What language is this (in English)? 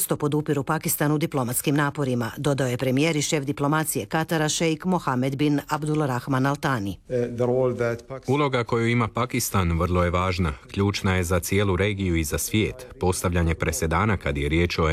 Croatian